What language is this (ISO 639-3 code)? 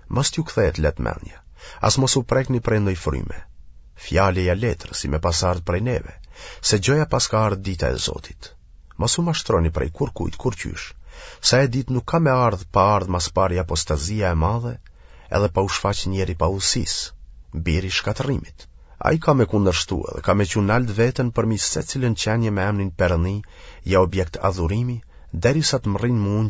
sqi